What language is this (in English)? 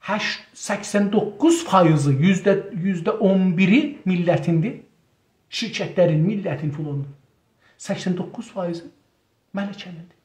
South Azerbaijani